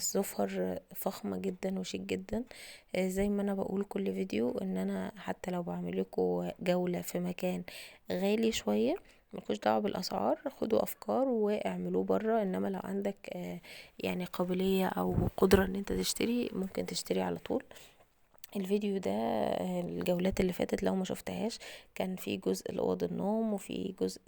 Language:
Egyptian Arabic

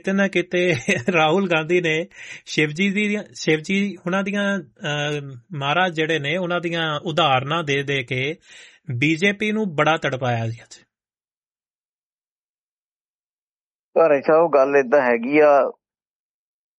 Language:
Punjabi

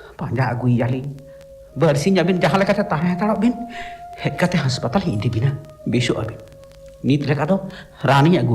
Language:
Santali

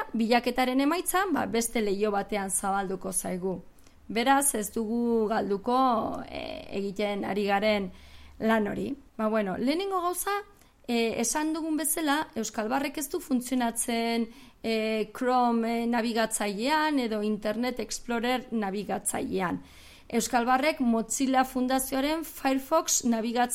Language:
Basque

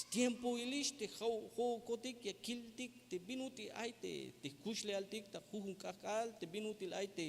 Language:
Tzeltal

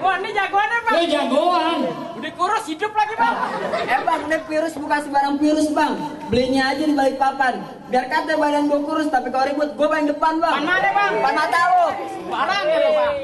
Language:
Betawi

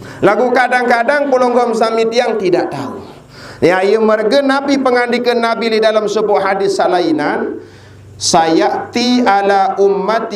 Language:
Sasak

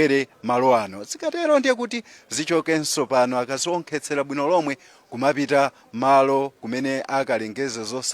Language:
Nyanja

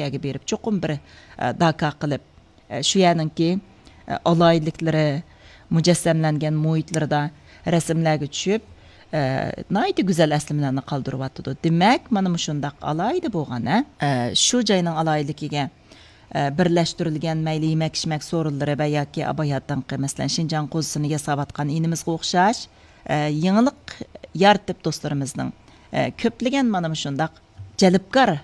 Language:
Uyghur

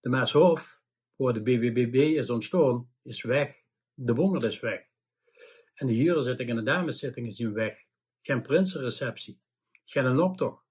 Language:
Limburgish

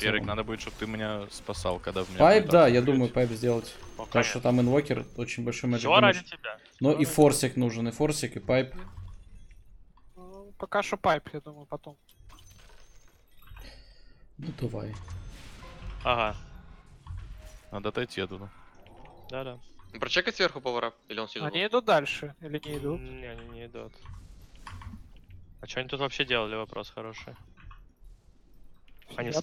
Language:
Russian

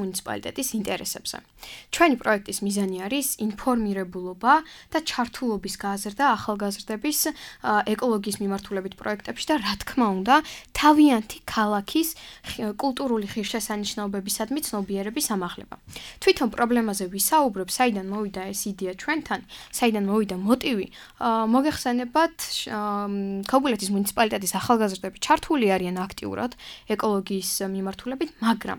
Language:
Georgian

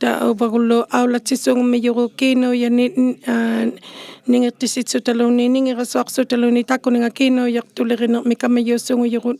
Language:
Inuktitut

